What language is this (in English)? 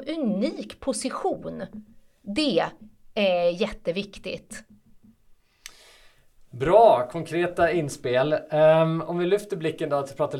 Swedish